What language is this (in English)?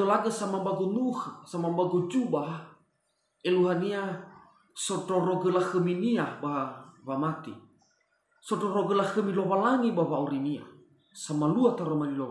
Nias